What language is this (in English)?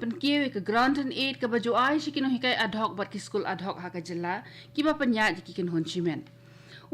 Khasi